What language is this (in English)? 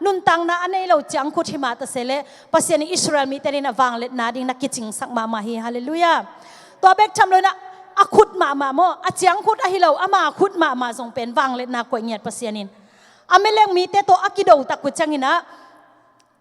Tedim Chin